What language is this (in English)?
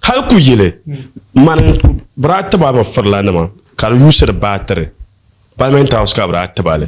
Dagbani